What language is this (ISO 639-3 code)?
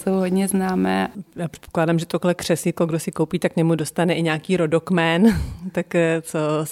ces